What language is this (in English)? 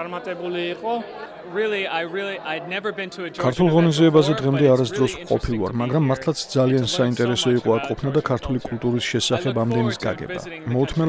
Georgian